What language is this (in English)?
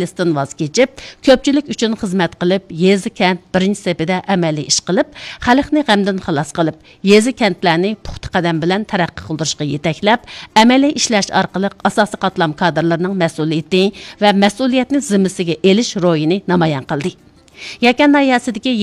Uyghur